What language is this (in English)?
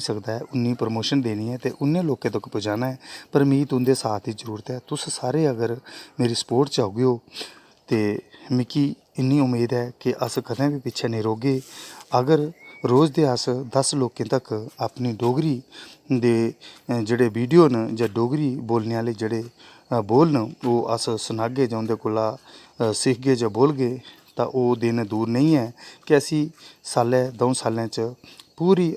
Dogri